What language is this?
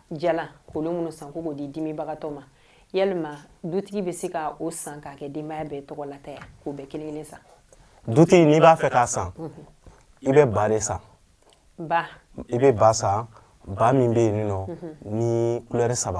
Bambara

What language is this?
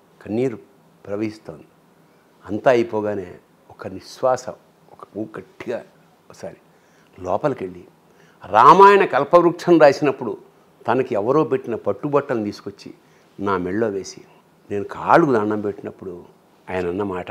Telugu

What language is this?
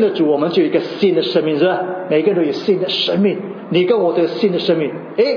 Chinese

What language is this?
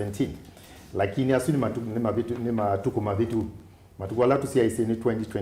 Kamba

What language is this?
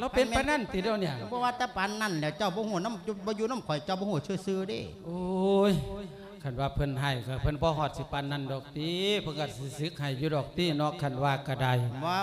Lao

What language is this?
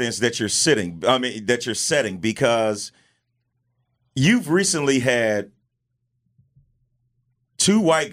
English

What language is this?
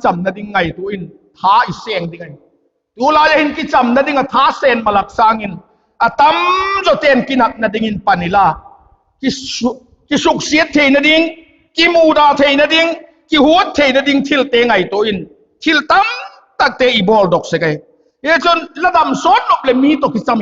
Vaiphei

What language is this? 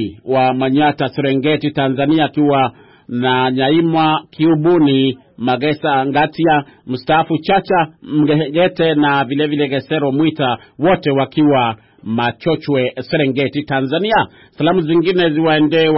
Swahili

